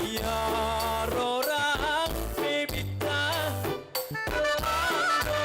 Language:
Batak Simalungun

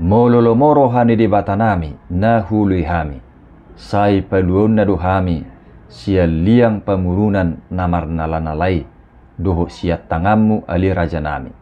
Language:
Batak Toba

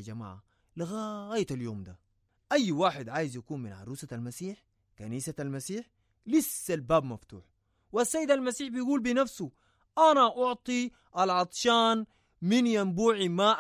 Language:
Sudanese Arabic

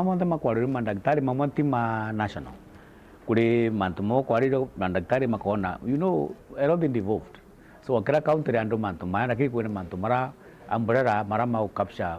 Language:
Meru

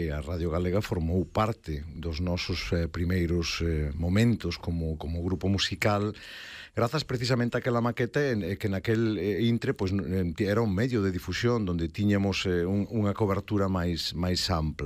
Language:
Galician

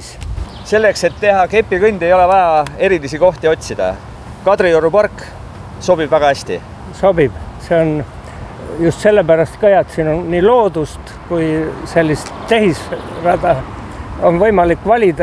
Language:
Estonian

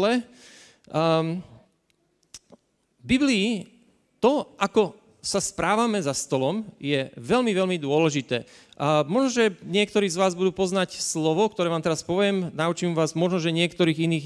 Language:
Slovak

